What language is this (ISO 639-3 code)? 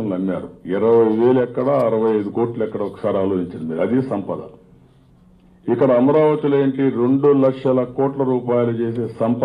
tel